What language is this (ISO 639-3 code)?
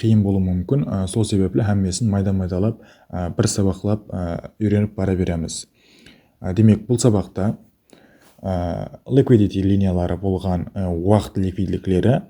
kaa